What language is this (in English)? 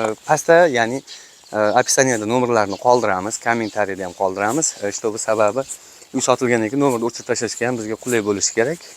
Uzbek